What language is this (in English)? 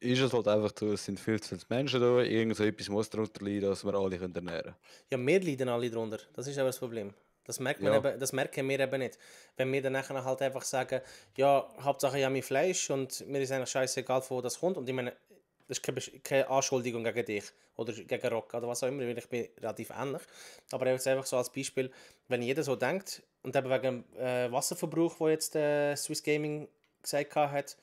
Swiss German